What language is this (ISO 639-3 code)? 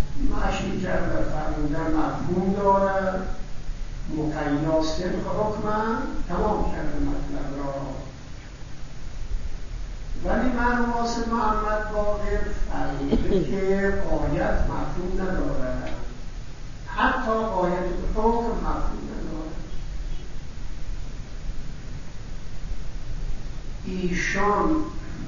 fas